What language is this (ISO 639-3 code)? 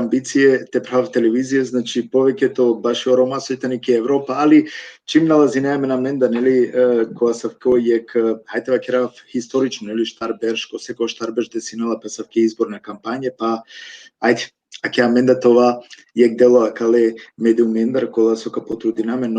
rmn